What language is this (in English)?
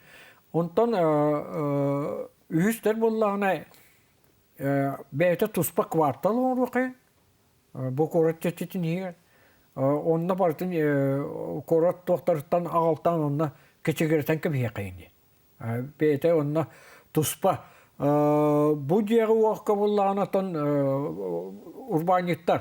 Yakut